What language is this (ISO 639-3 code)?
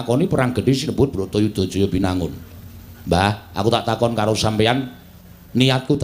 jav